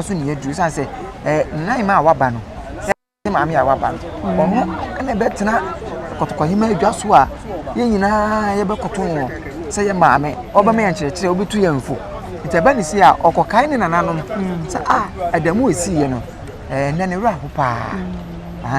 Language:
Akan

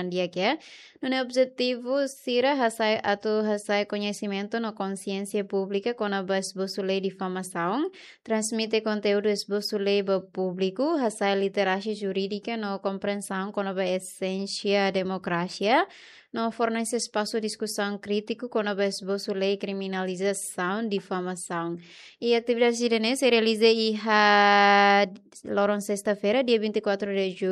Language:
Tetum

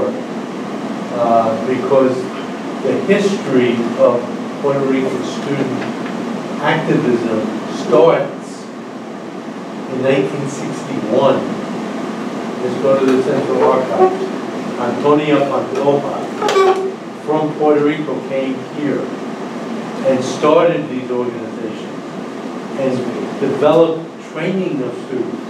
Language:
English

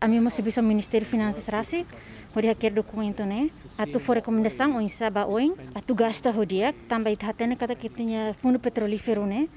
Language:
Tetum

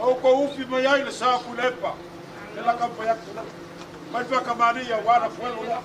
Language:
Samoan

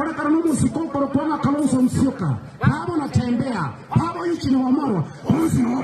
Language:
Gusii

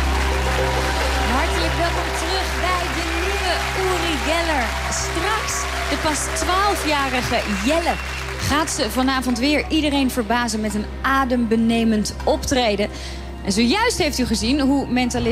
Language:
Dutch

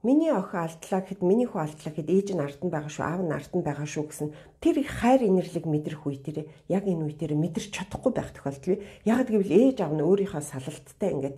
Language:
Mongolian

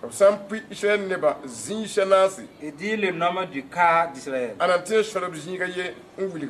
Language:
Mossi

